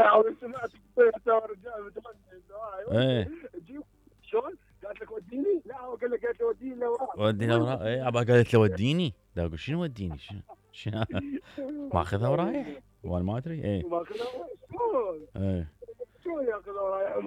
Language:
Mesopotamian Arabic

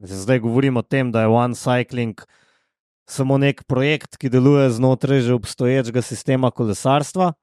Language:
Slovenian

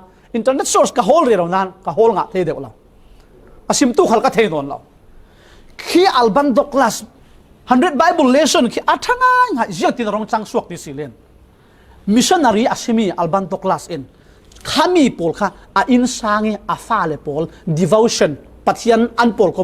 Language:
Falam Chin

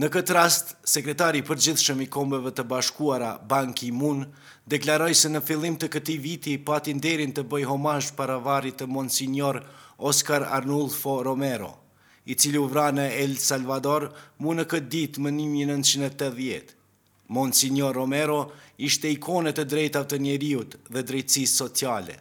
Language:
Albanian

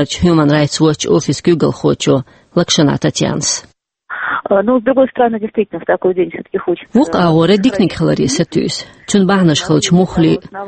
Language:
Chechen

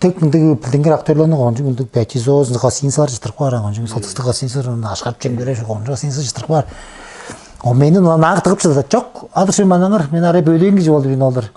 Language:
Tuvinian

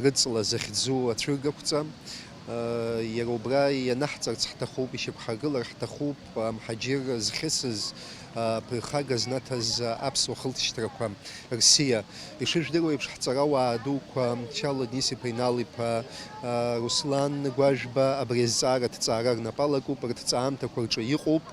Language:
Abkhazian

